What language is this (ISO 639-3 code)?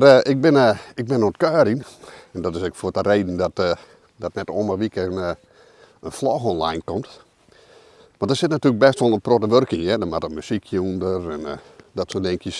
fry